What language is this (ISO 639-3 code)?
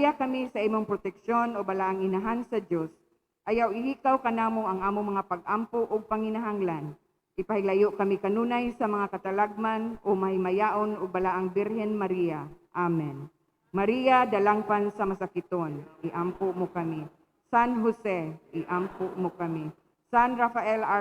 ceb